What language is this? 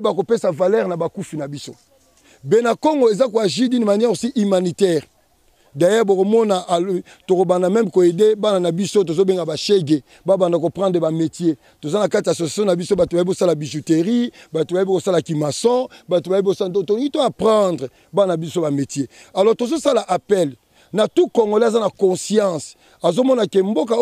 Lingala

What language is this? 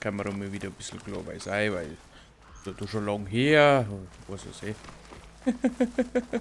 Bavarian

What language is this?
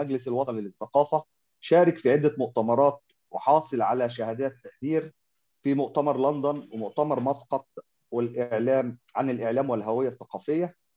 Arabic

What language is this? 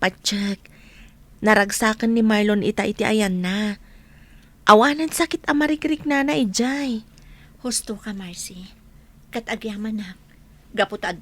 Iloko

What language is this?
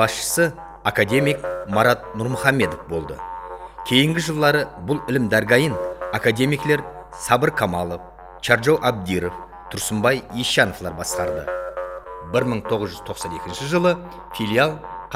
Kara-Kalpak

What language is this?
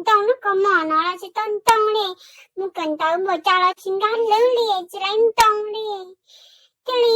Hmong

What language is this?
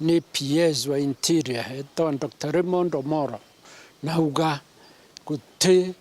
Meru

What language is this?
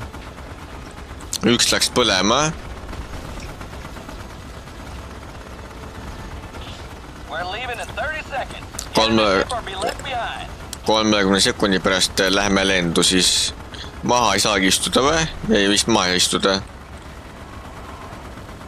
Estonian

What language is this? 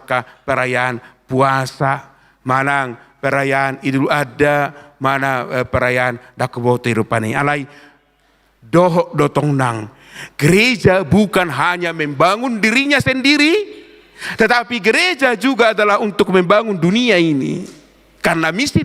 Batak Toba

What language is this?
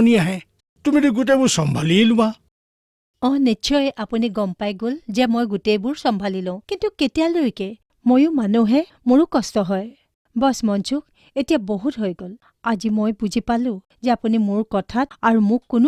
Assamese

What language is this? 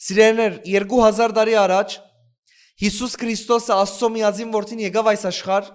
Western Armenian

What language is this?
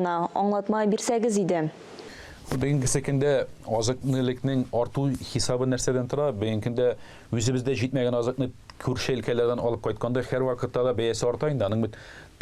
Tatar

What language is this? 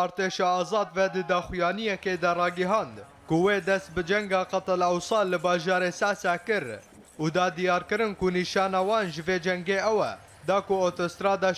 Kurdish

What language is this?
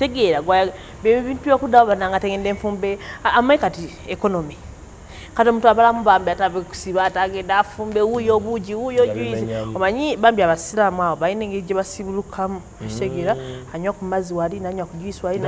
Ganda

